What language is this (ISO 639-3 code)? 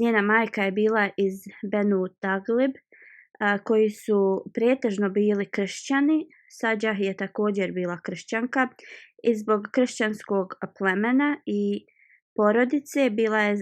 bos